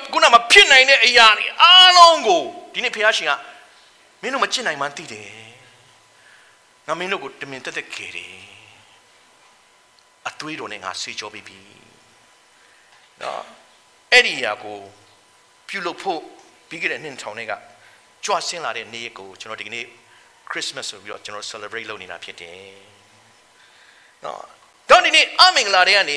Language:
Burmese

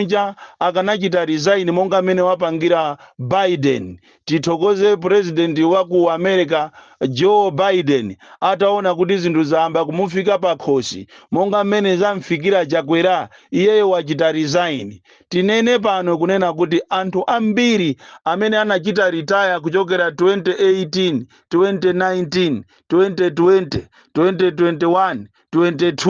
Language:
Nyanja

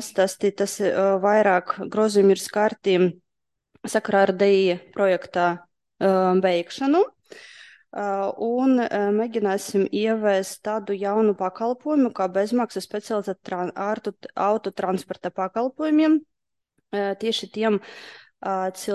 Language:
Latvian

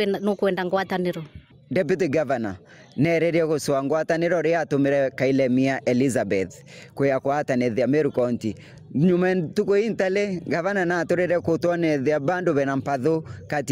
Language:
Meru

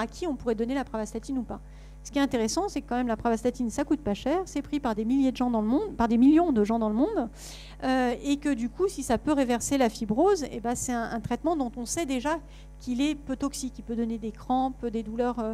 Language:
French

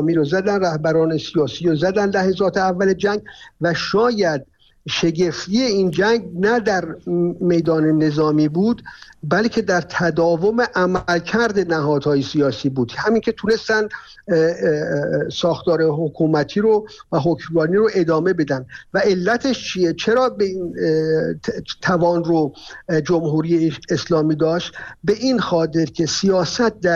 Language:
Persian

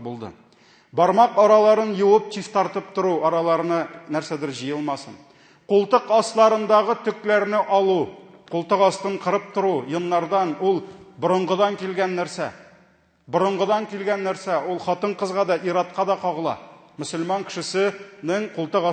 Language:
Tatar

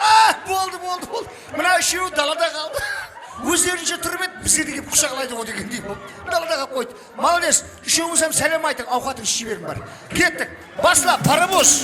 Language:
Kara-Kalpak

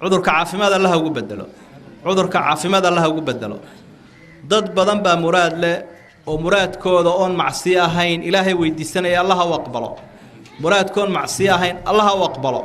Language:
Somali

